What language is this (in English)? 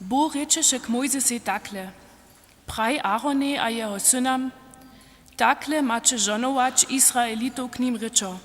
Upper Sorbian